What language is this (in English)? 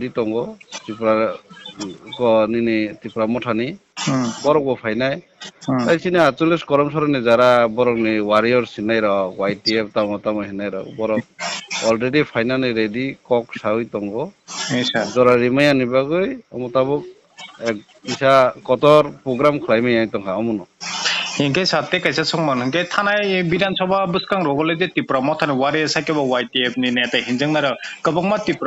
Kok Borok